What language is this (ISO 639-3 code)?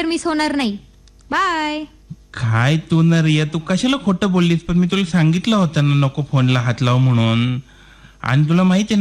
mar